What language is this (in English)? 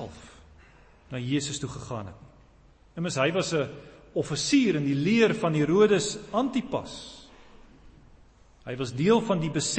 Afrikaans